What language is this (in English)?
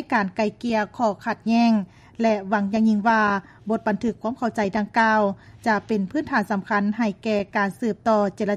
Lao